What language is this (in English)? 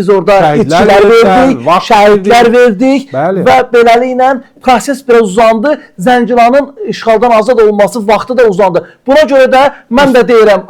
Azerbaijani